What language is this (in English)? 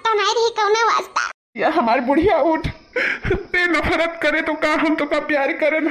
Awadhi